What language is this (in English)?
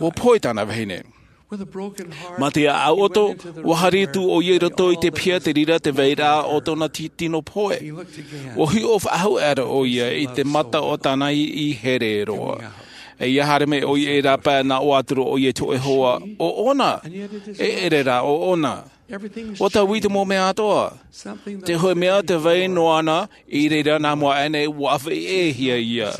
Tahitian